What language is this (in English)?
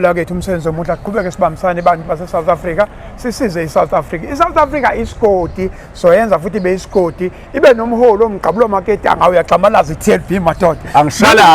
Zulu